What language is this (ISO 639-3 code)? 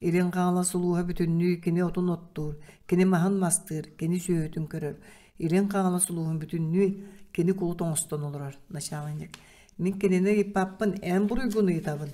sah